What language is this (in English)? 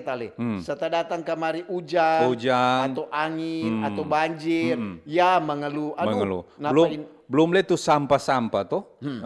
Manado Malay